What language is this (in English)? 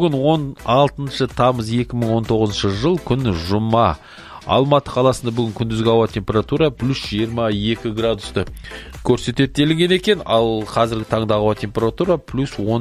Kazakh